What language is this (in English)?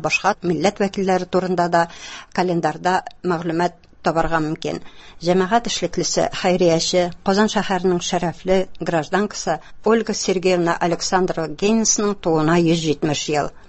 Tatar